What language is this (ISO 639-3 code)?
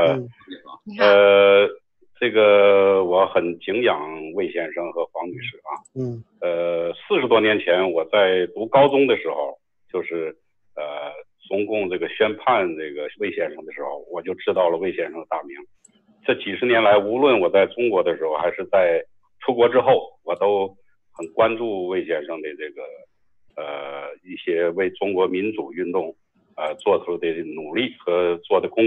zho